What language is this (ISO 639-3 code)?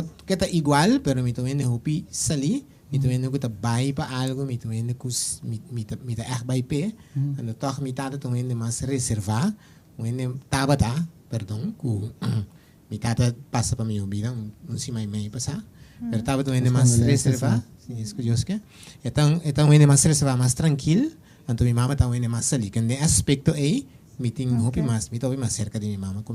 pap